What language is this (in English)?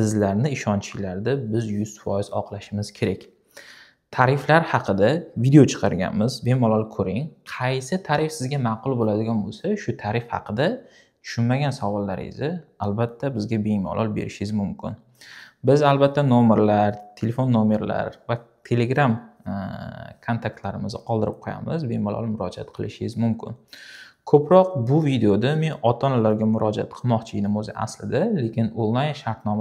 Uzbek